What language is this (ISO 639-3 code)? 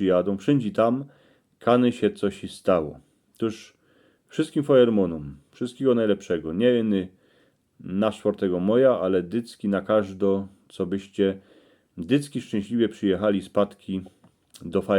szl